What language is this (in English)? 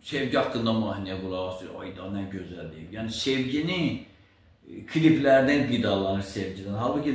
Azerbaijani